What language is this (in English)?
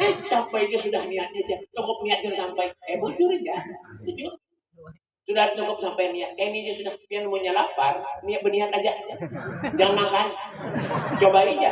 Banjar